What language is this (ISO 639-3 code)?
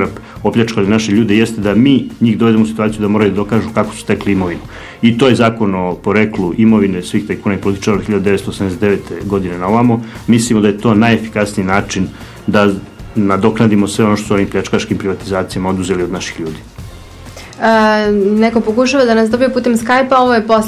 srp